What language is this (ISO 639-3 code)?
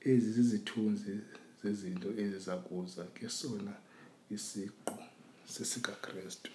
xho